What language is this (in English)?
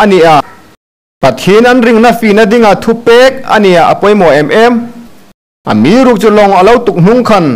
Hmar